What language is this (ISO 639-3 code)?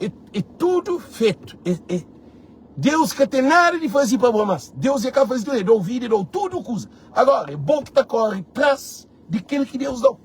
kea